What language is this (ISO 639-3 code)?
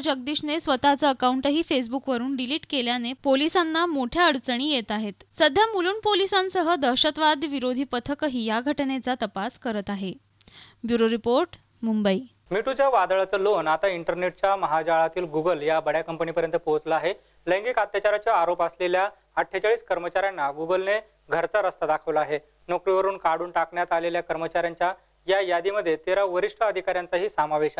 mar